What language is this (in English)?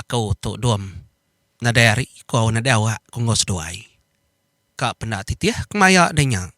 Iban